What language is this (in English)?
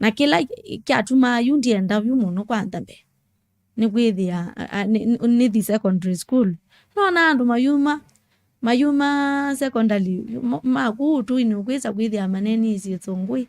Kamba